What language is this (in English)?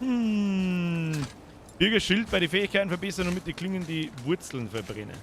Bavarian